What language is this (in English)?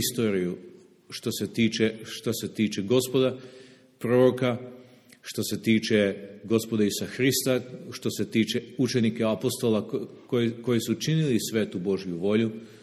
Serbian